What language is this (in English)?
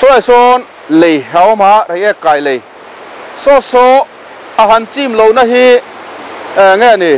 Mizo